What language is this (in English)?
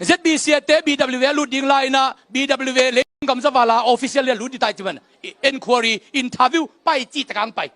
Tedim Chin